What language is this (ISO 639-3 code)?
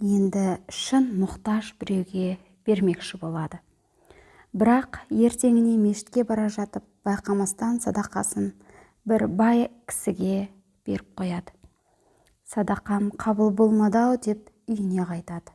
kaz